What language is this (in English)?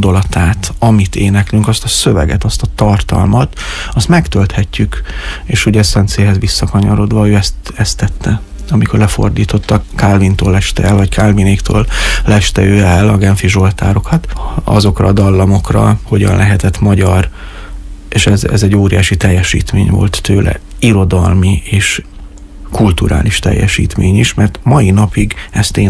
Hungarian